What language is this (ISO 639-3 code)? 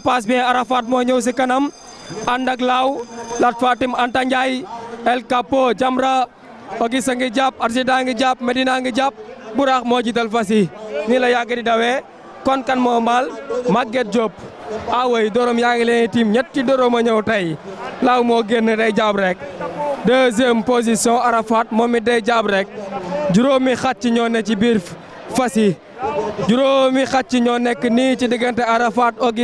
wol